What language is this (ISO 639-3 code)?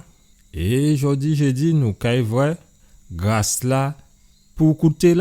gcf